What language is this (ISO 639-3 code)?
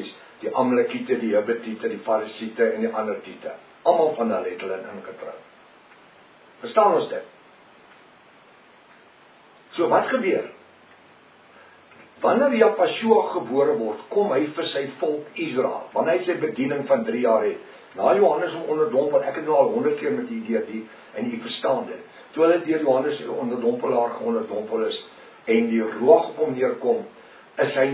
afr